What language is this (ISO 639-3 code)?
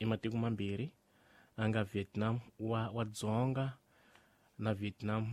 tso